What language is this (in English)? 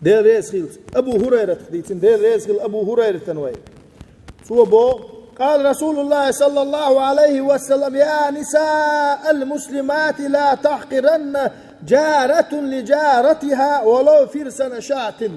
Chechen